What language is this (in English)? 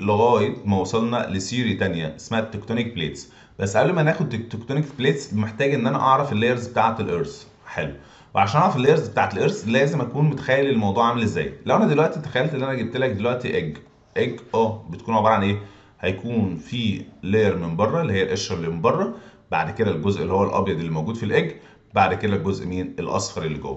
Egyptian Arabic